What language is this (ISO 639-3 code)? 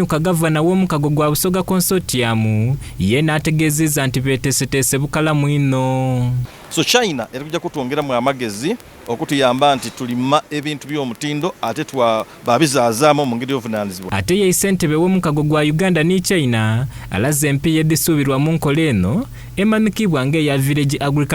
xog